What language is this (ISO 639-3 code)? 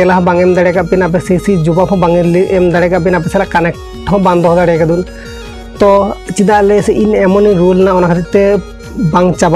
sat